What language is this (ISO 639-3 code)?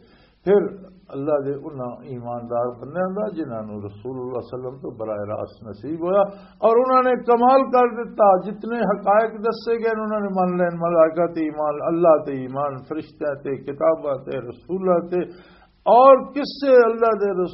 lah